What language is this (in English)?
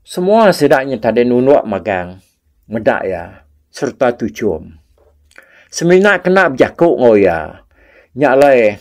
Iban